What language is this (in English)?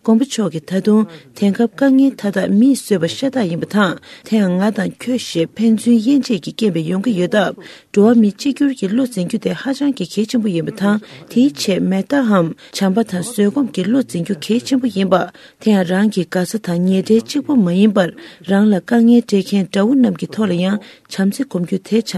Tibetan